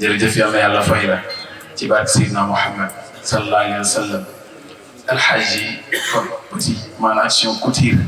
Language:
Wolof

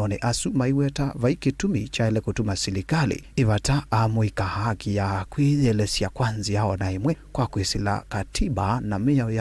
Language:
Kamba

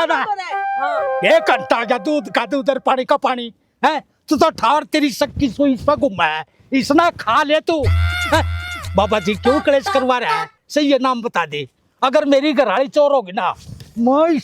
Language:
Haryanvi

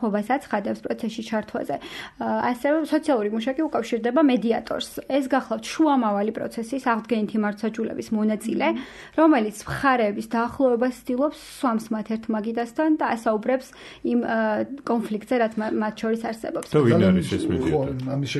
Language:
Georgian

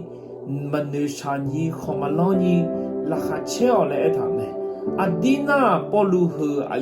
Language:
Akha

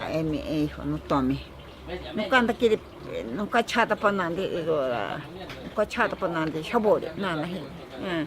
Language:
Ashéninka Perené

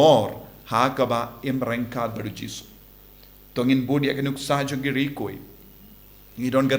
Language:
Khasi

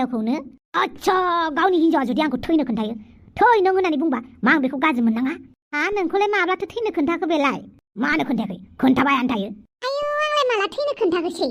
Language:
Bodo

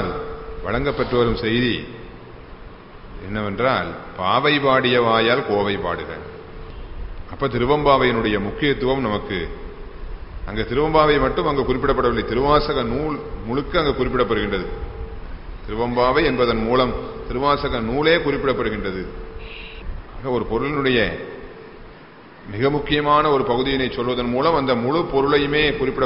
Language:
Tamil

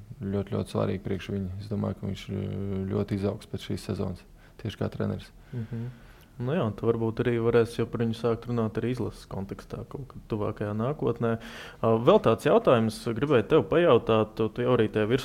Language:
Latvian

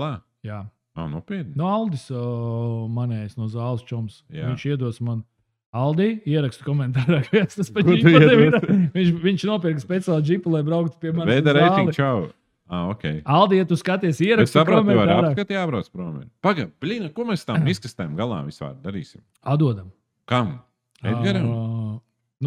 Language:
Latvian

